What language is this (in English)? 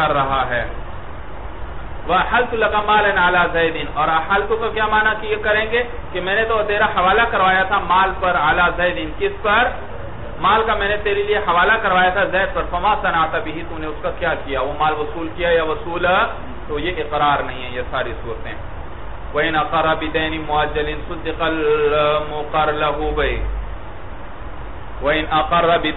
Urdu